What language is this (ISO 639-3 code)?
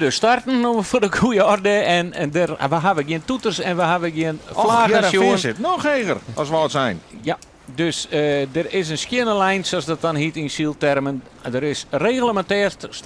fry